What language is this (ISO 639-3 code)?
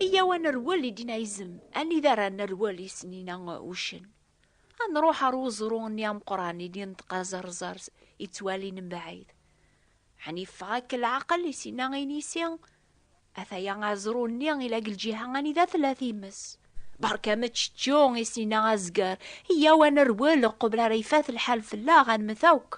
kab